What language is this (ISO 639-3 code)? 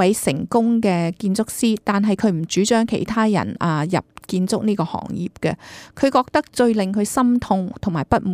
yue